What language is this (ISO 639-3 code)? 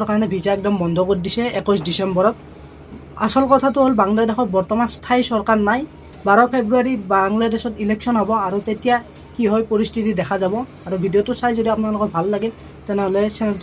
asm